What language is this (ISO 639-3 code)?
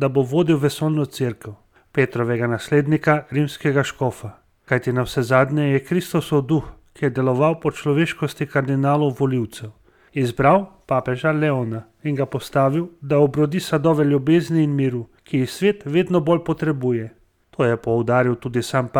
slv